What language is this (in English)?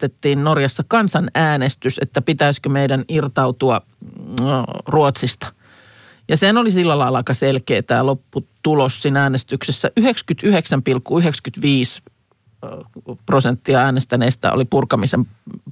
Finnish